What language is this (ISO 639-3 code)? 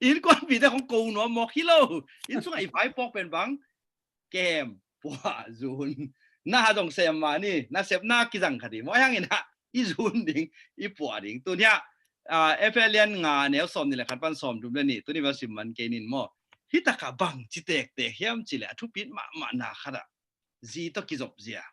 ctd